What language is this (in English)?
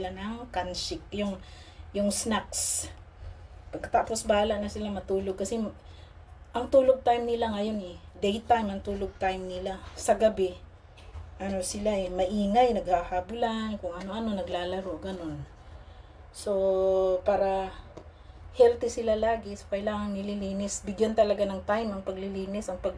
Filipino